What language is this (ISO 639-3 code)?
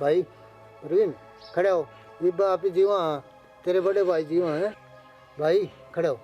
bgc